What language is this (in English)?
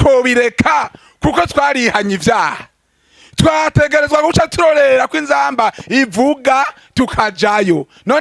Rundi